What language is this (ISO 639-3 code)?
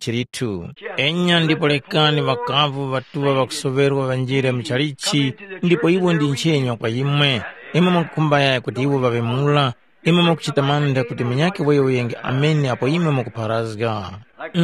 tum